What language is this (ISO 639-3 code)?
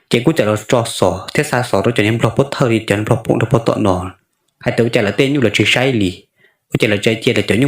hmn